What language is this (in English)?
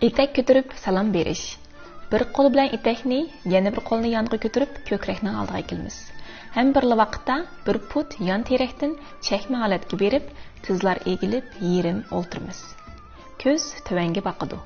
Uyghur